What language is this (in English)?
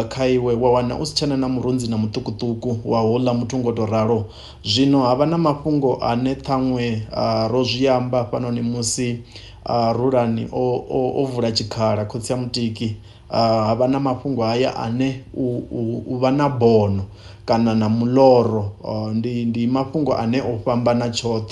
Venda